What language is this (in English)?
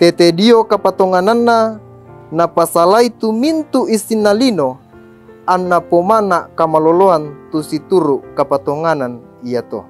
Toraja-Sa'dan